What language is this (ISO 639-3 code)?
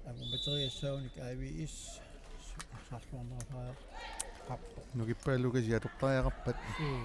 kal